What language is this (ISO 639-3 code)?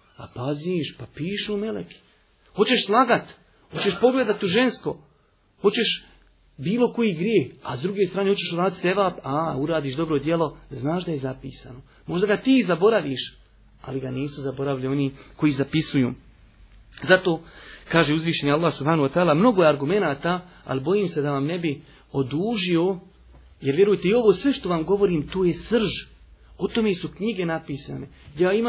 bos